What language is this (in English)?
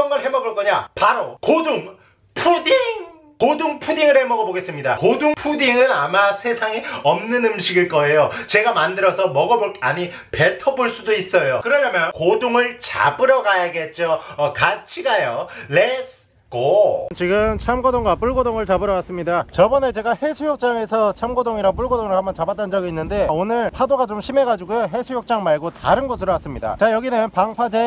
Korean